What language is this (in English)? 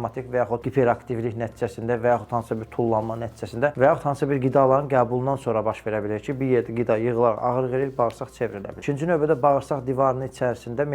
Azerbaijani